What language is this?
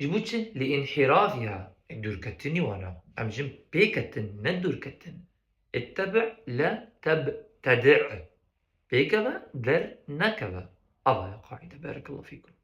Kurdish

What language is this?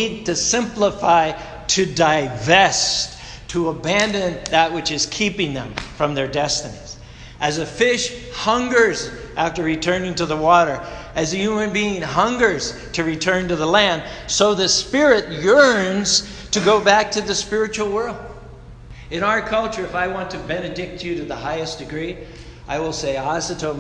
English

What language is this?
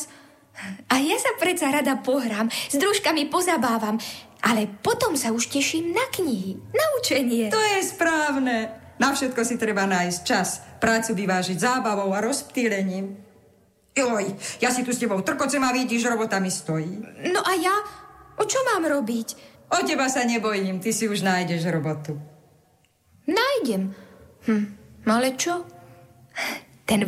Slovak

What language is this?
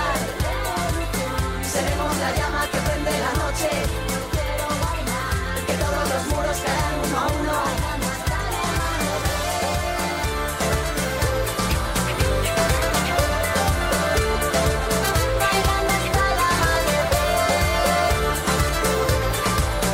Basque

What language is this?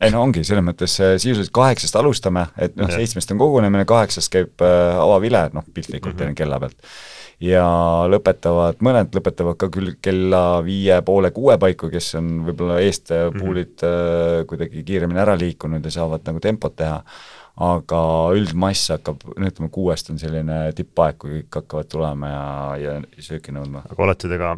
Estonian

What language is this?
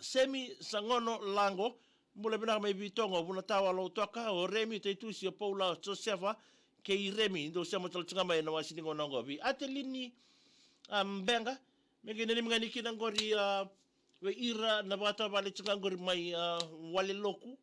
Fijian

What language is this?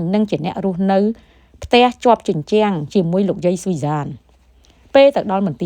Khmer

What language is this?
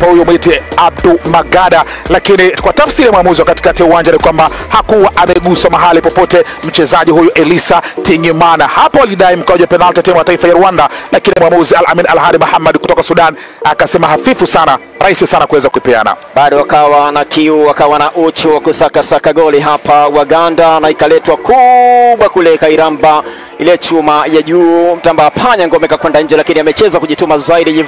Swahili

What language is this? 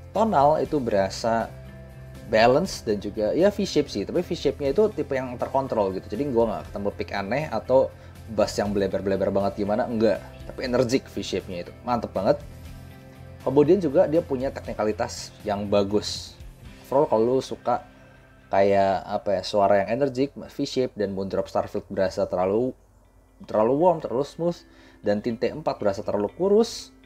Indonesian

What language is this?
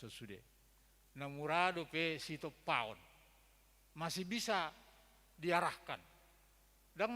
Batak Toba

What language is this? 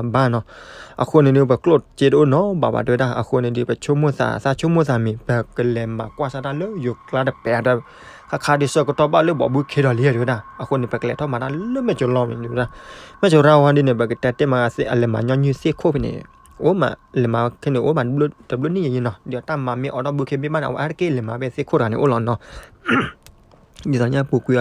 S'gaw Karen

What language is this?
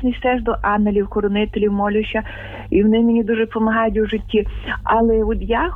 Ukrainian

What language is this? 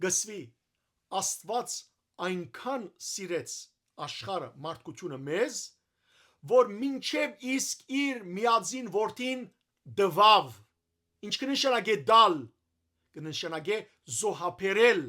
Western Armenian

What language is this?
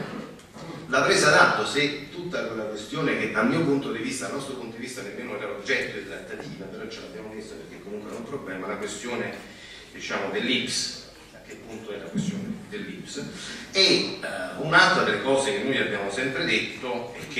Italian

